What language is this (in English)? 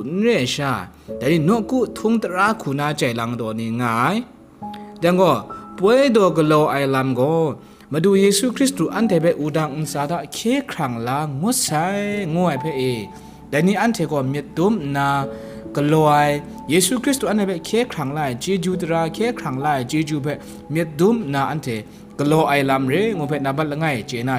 Kachin